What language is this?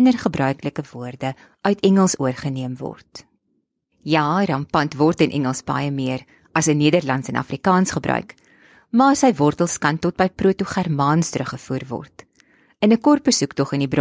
Afrikaans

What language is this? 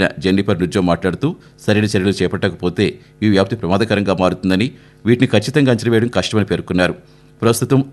Telugu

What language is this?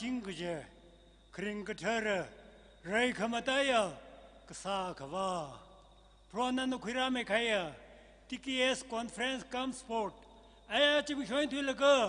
Tangkhul Naga (India)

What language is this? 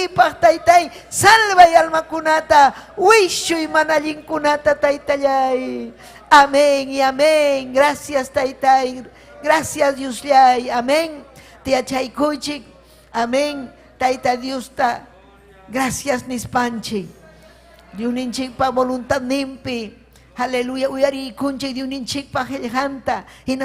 Ayacucho Quechua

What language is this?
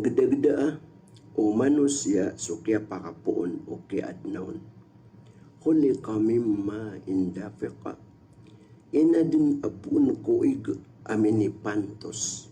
Maranao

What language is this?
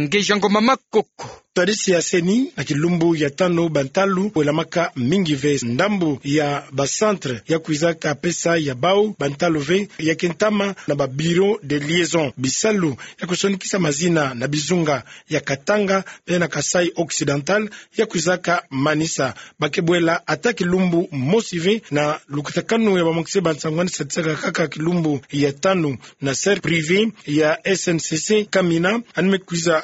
Kituba (Democratic Republic of Congo)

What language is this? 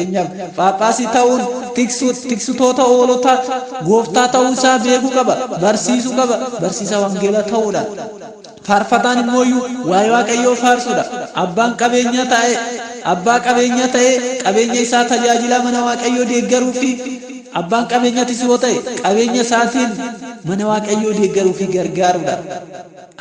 Oromo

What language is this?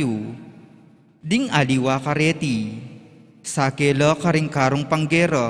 Pampanga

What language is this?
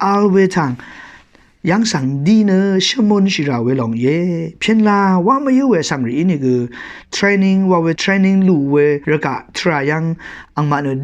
Rawang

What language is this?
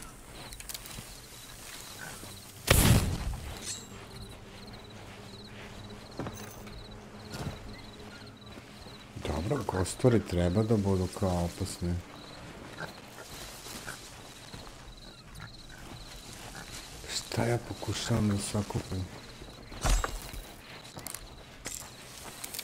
Serbian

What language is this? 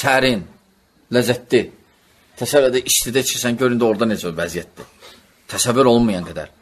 Azerbaijani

